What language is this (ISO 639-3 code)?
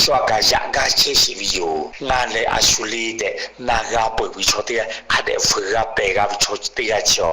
lhu